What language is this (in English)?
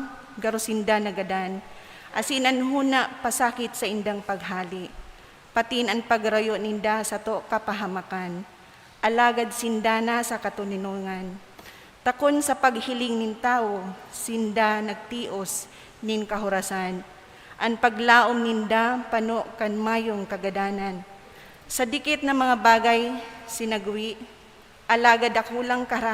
Bikol